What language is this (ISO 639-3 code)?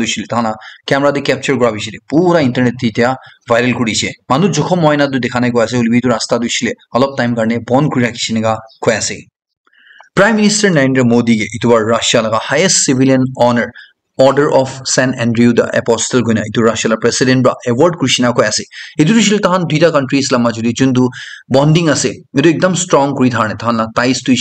nag